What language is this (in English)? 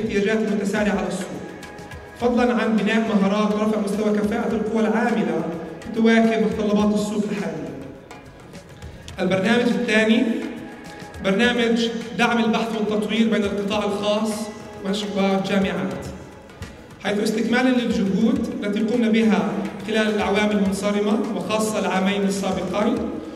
Arabic